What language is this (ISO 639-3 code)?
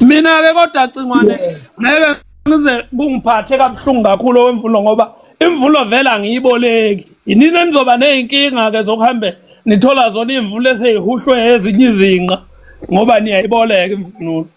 zul